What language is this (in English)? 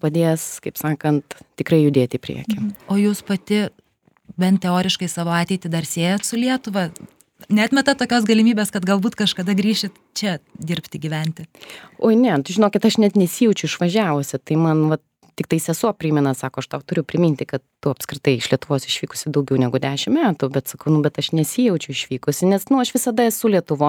Lithuanian